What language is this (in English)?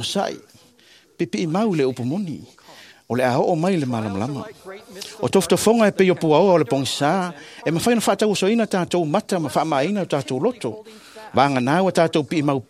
Samoan